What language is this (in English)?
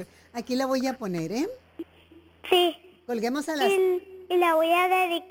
Spanish